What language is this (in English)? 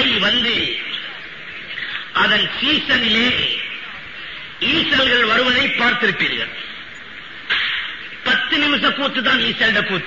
Tamil